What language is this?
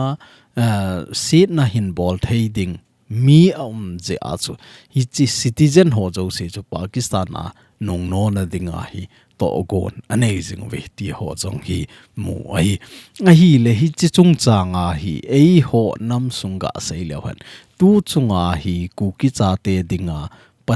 Thado Chin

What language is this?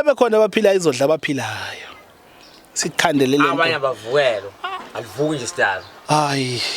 Zulu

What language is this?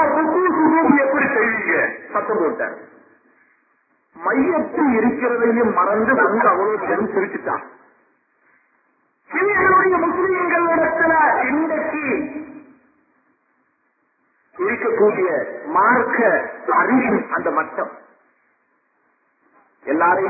Tamil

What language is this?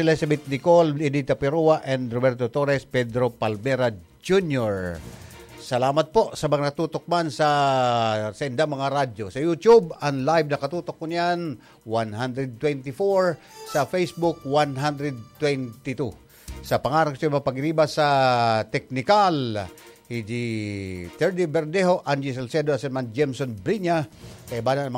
Bikol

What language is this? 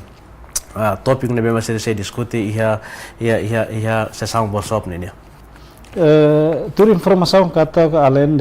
Tetum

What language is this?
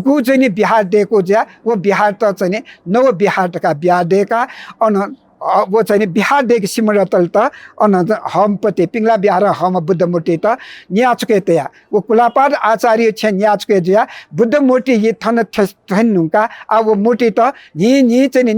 Newari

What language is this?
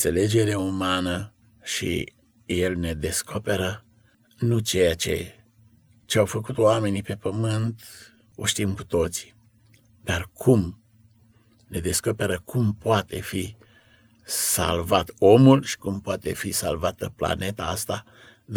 Romanian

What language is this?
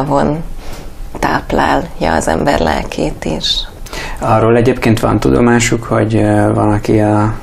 Hungarian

